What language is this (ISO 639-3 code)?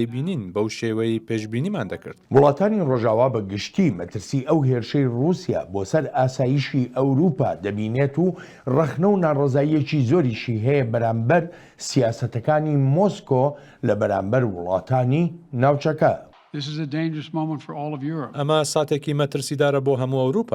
ckb